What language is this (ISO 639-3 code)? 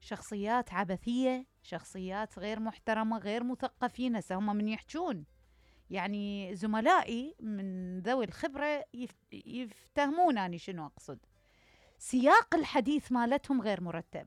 acm